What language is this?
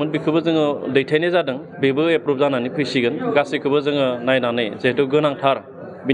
Bodo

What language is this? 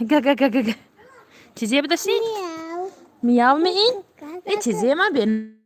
Tajik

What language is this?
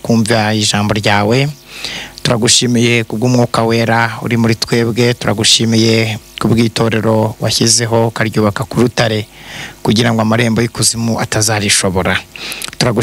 Kinyarwanda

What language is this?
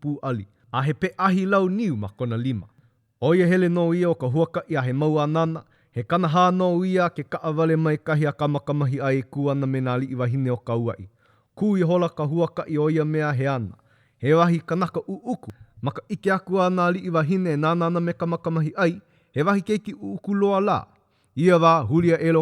Hawaiian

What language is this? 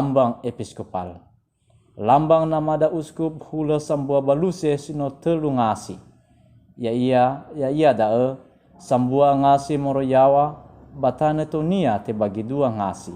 Nias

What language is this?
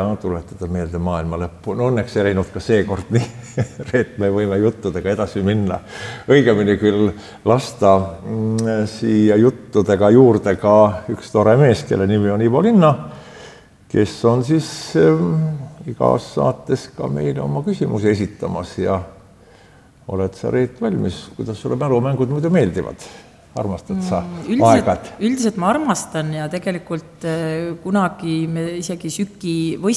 Estonian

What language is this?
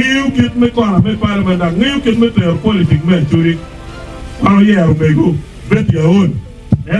Acoli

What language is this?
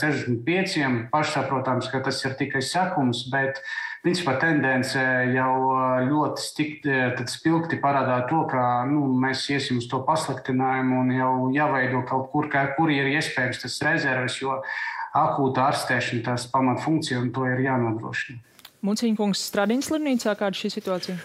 Latvian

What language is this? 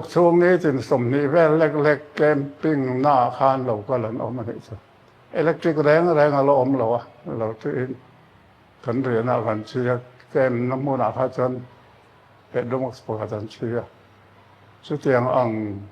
Mizo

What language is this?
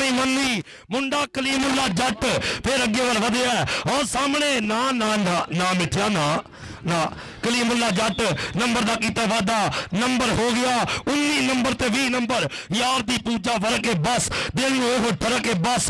Punjabi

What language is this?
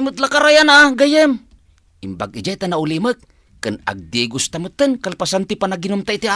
Iloko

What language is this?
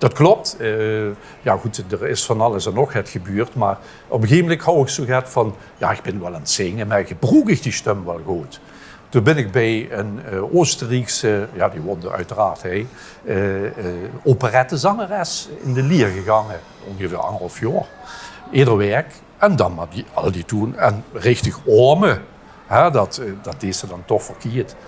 Limburgish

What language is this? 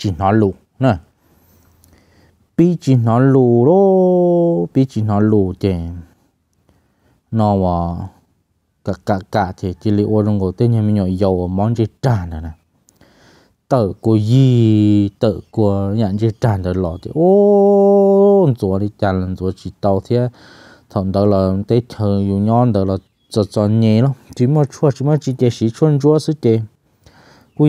Vietnamese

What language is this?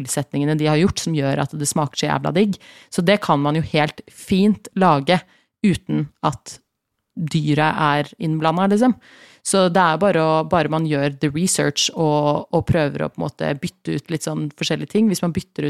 Norwegian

